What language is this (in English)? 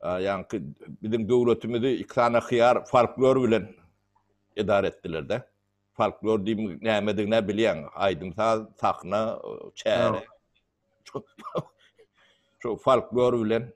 Turkmen